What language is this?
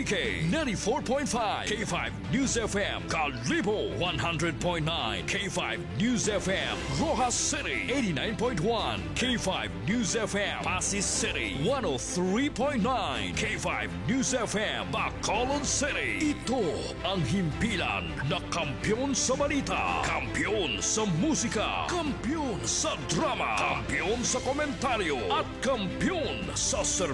Filipino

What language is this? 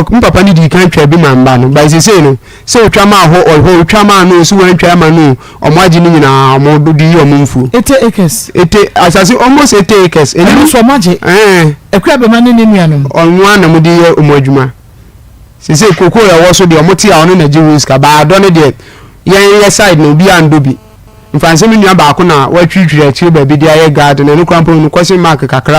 Akan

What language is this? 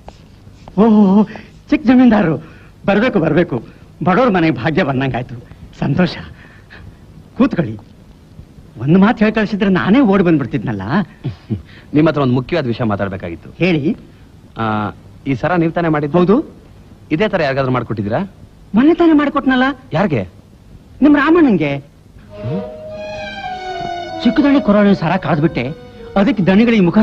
Kannada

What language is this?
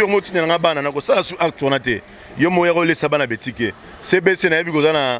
Lingala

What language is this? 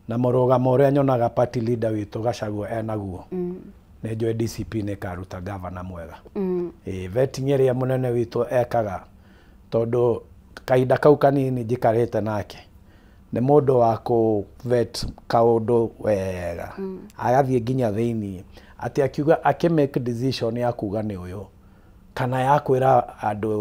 Kikuyu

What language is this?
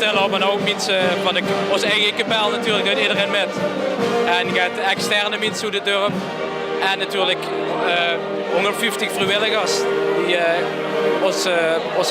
Limburgish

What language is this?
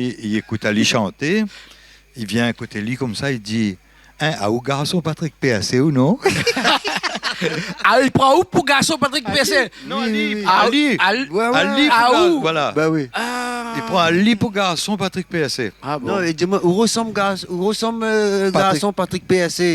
Réunion Creole French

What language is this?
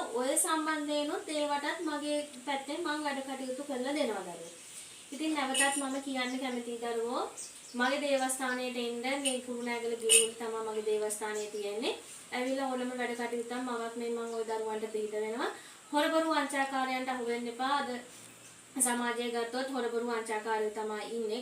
Sinhala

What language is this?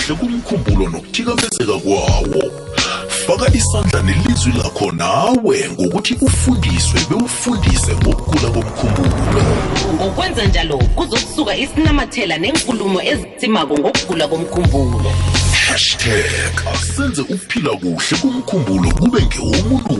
South Ndebele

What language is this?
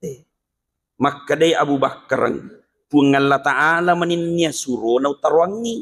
Buginese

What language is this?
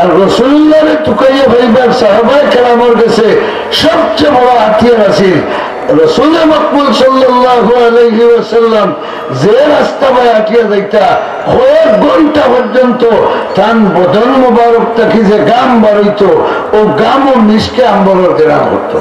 Sylheti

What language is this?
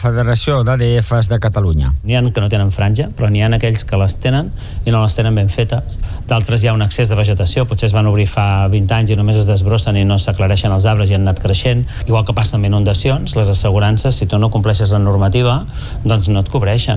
Catalan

